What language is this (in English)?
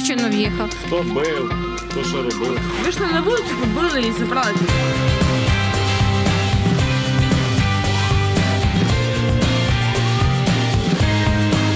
Ukrainian